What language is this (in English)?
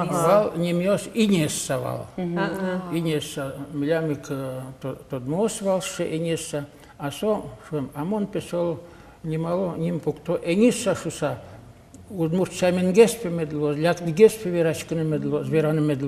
Udmurt